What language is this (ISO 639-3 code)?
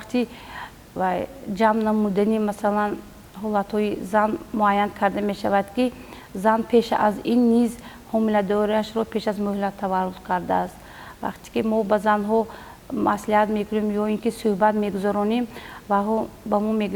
tgk